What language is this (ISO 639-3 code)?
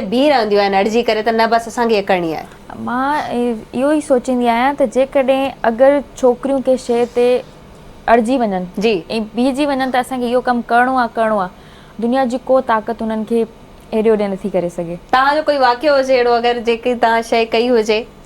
snd